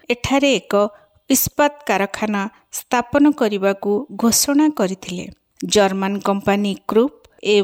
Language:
Odia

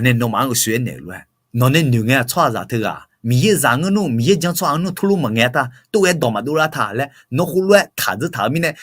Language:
Akha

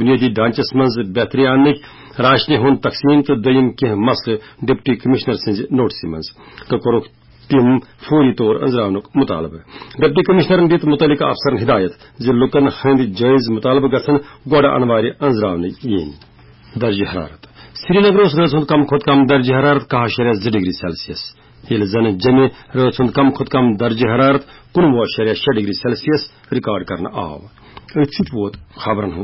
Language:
Kashmiri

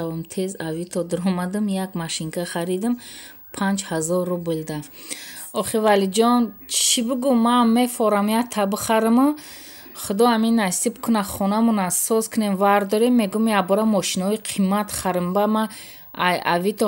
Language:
Tajik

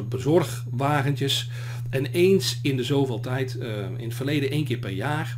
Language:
Dutch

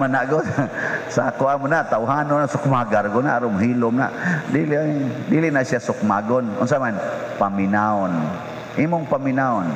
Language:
Cebuano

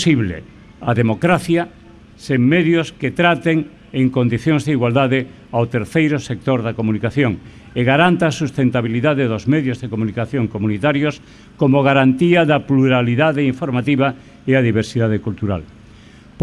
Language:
Galician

